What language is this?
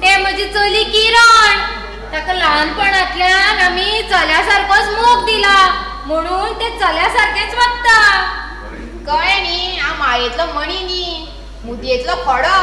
Konkani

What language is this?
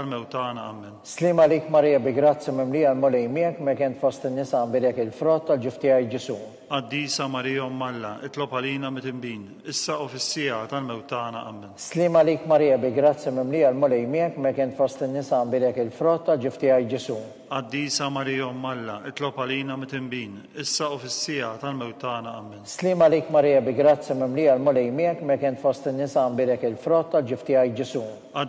Maltese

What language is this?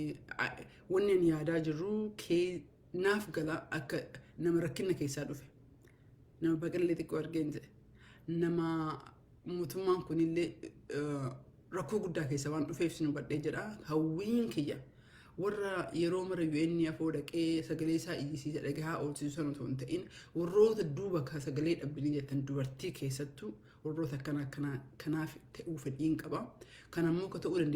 Oromo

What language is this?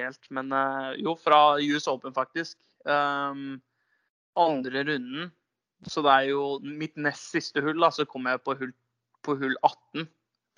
Norwegian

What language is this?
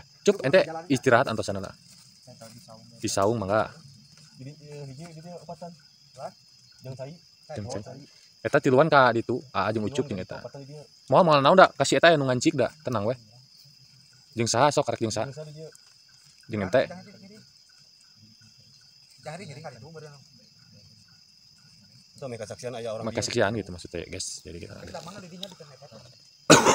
Sundanese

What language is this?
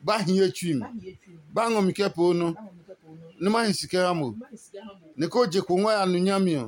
Adangme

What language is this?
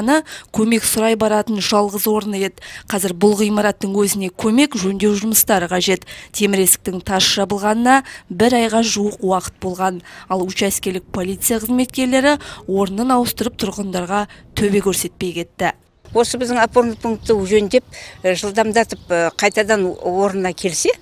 Kazakh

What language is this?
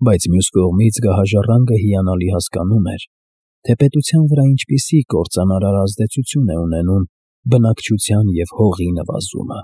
Armenian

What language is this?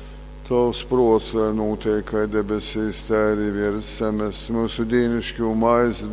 Latgalian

